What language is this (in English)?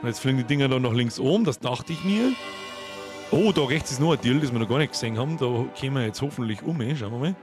Bavarian